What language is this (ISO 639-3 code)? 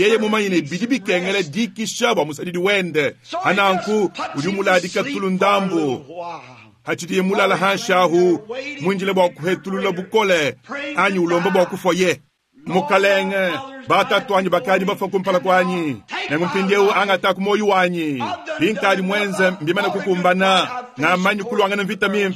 lua